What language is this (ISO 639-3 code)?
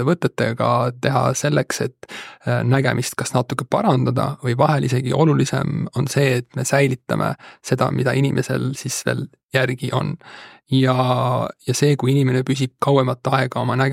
est